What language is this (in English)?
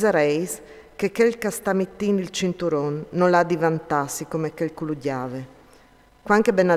Friulian